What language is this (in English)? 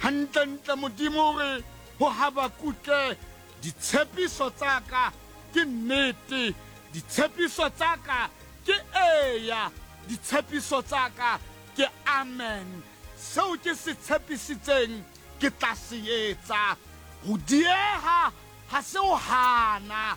Southern Sotho